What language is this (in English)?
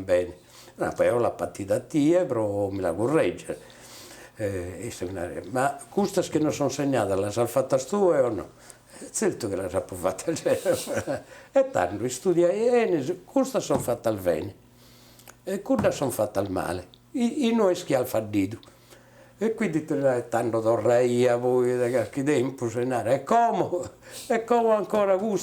Sardinian